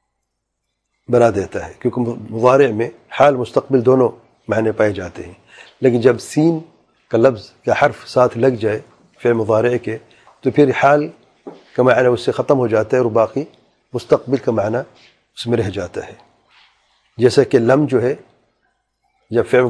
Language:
Urdu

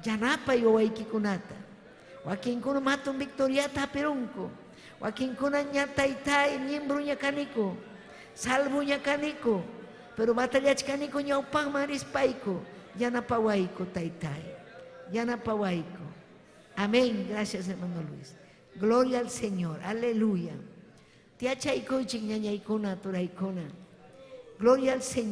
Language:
Ayacucho Quechua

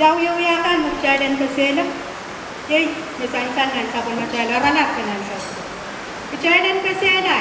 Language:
Pohnpeian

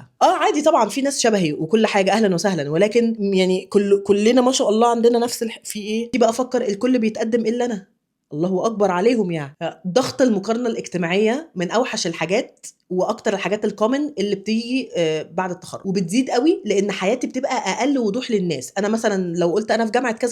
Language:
Egyptian Arabic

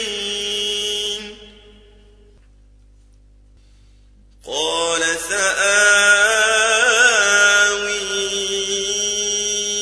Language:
Arabic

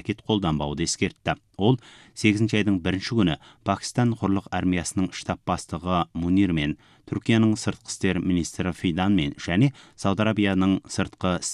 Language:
Kazakh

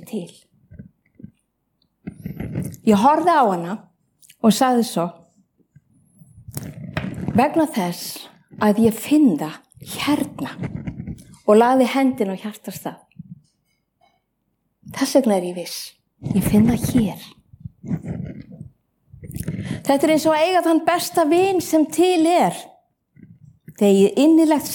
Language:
Icelandic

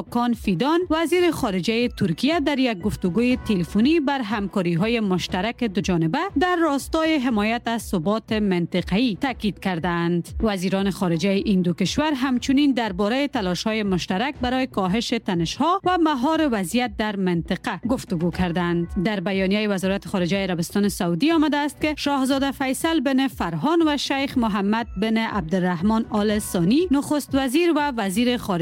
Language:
Persian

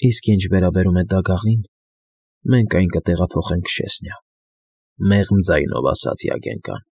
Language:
Armenian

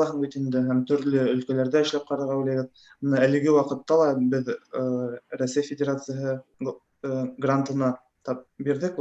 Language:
Bashkir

